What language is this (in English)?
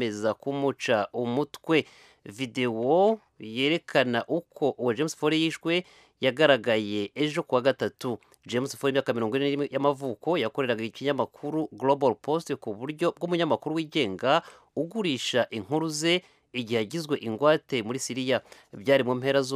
Kinyarwanda